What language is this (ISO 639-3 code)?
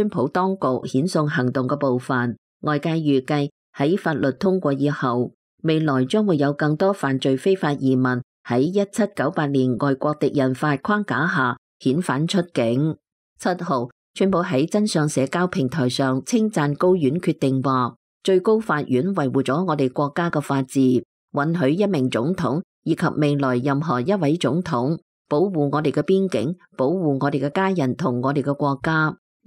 yue